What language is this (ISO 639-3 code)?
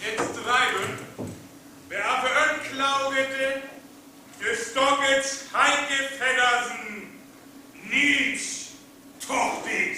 frr